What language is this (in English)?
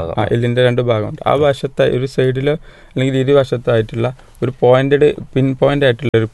Malayalam